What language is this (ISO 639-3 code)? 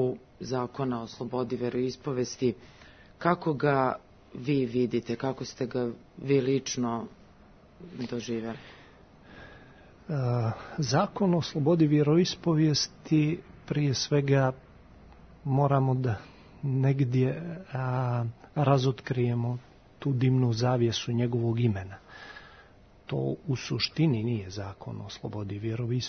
srp